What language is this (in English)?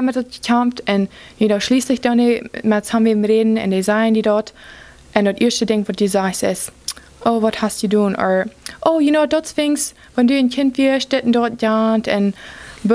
Plautdietsch